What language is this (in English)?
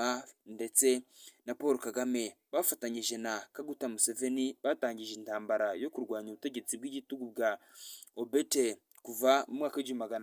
Kinyarwanda